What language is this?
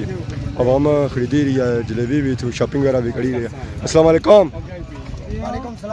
Pahari-Potwari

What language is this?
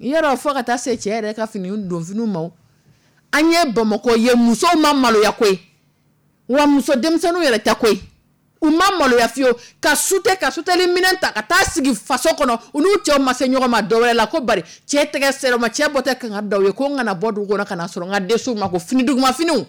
Dyula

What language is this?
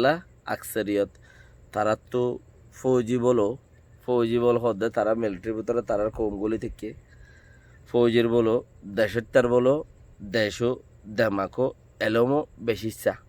Rohingya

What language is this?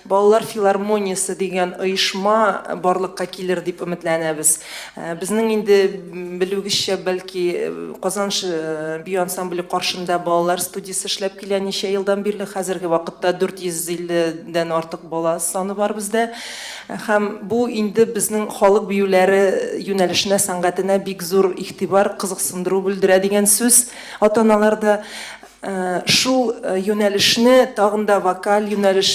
Tatar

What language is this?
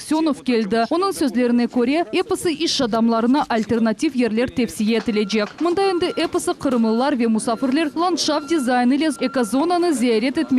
Crimean Tatar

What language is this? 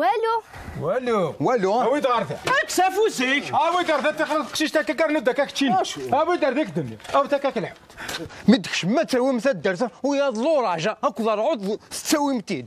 Kabyle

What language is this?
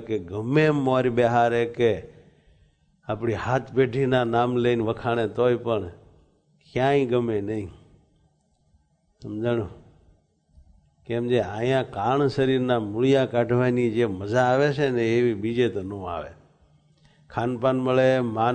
Gujarati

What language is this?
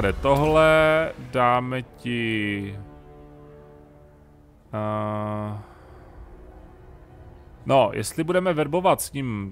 Czech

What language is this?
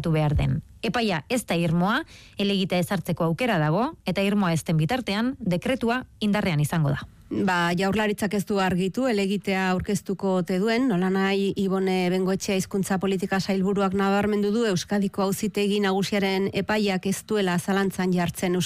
Basque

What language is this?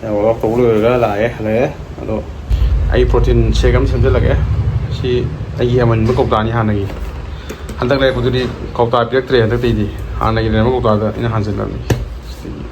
Manipuri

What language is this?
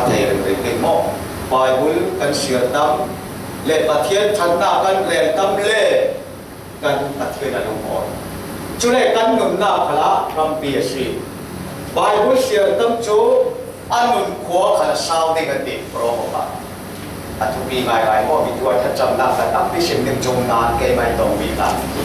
Falam Chin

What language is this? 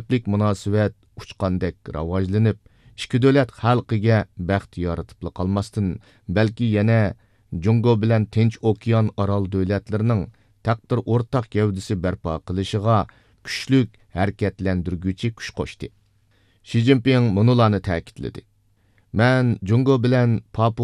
Uyghur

